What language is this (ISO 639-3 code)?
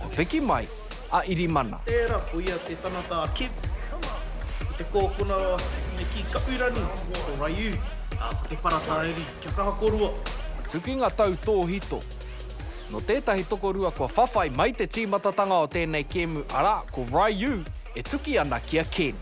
mri